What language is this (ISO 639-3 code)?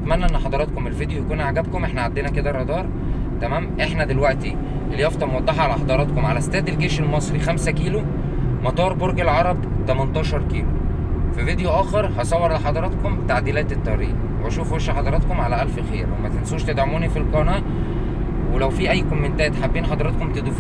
arz